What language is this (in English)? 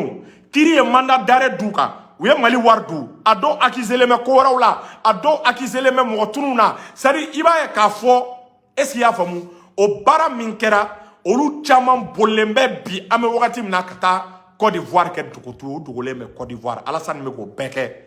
Bambara